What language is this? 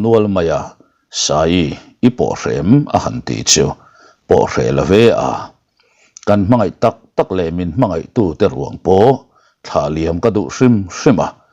Mizo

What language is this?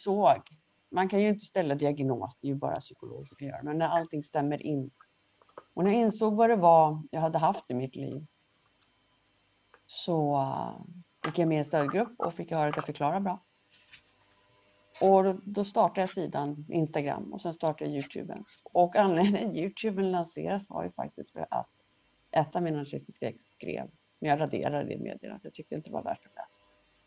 Swedish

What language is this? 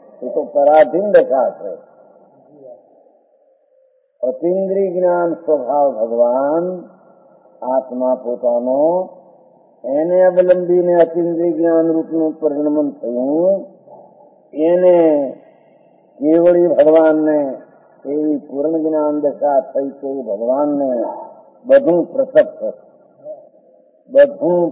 Gujarati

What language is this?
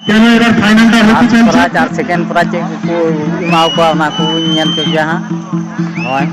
Santali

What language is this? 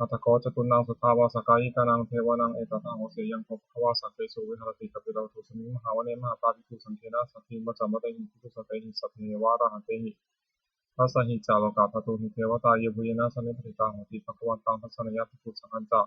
Pali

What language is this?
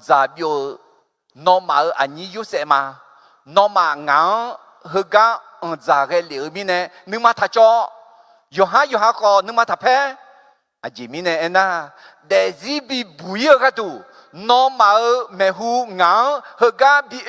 Akha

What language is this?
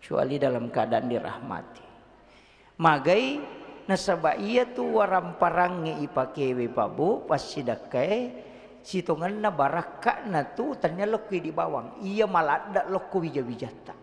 Buginese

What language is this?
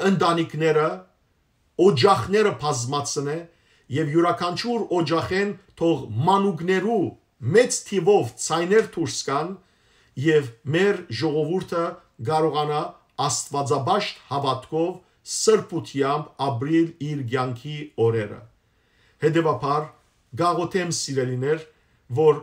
Western Armenian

